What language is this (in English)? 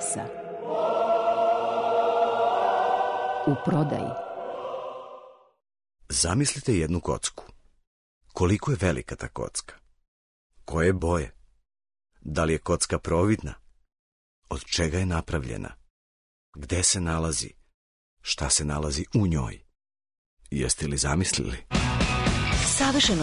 Serbian